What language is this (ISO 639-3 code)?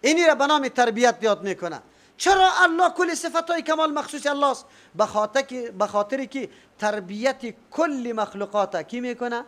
fas